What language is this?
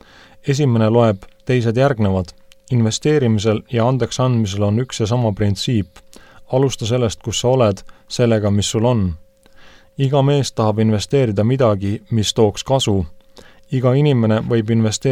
Estonian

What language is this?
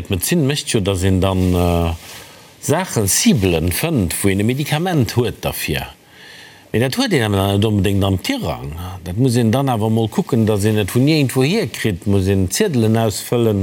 Luxembourgish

